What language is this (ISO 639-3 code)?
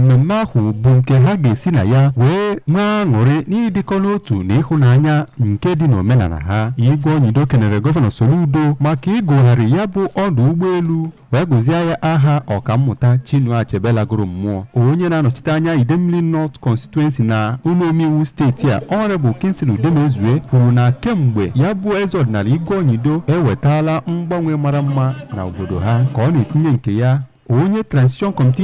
ibo